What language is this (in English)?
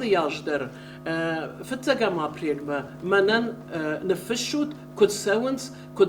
Ossetic